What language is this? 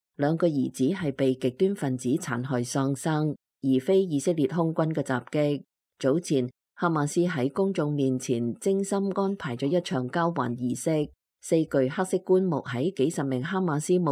Cantonese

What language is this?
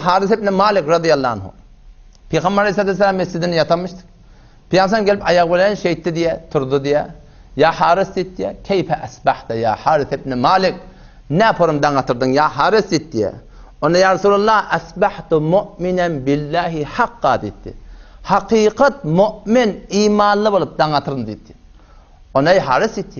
Turkmen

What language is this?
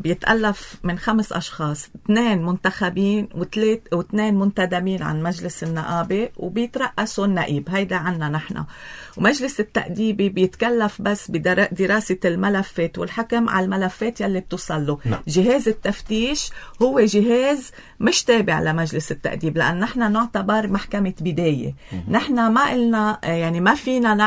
North Levantine Arabic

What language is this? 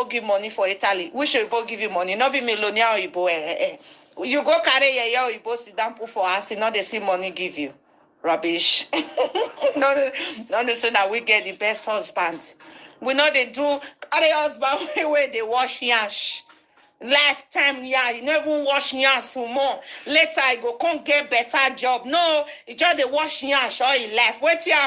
Nigerian Pidgin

